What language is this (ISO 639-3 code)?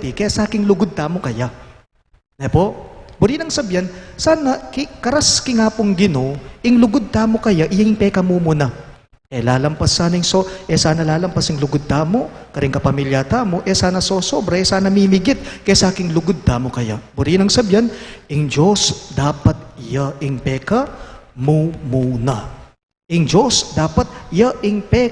pam